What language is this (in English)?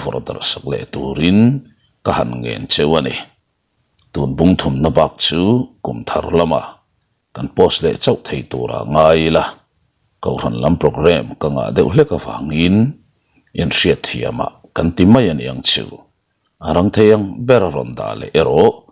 Mizo